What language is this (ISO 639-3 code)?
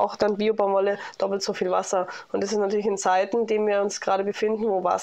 deu